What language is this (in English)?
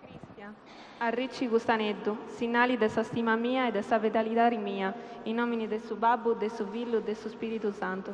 Sardinian